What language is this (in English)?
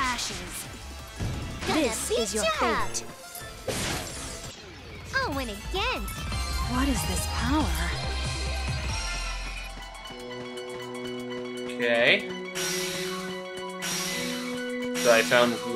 English